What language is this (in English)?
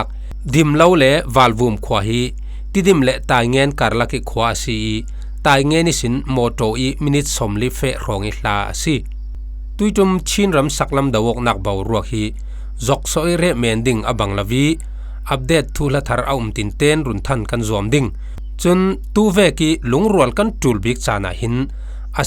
Falam Chin